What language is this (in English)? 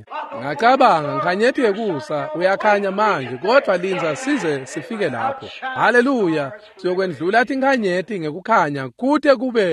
Swati